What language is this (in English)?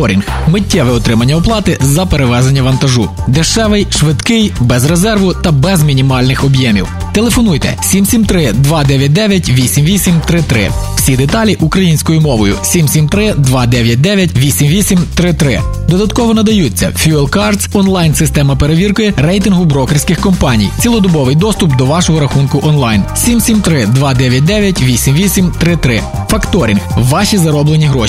Ukrainian